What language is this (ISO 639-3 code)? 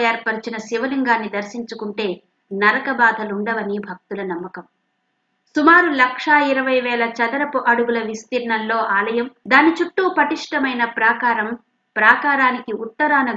tel